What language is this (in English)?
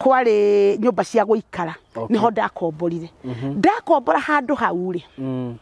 Kikuyu